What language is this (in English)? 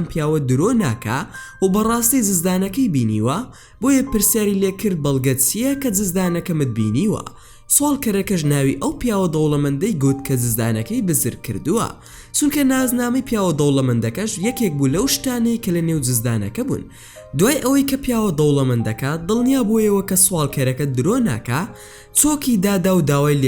Central Kurdish